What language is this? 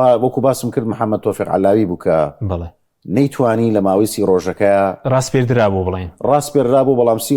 Central Kurdish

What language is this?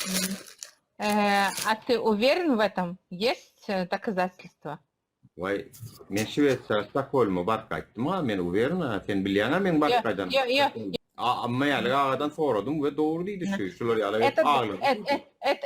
Turkmen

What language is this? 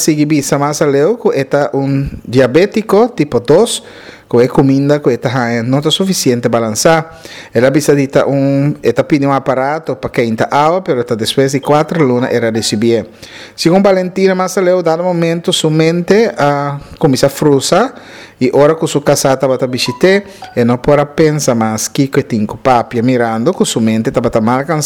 Papiamento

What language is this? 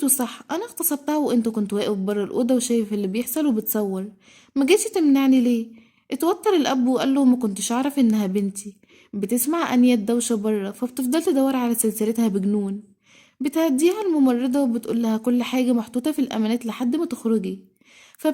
Egyptian Arabic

